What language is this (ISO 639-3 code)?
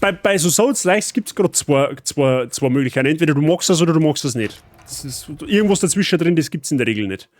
bar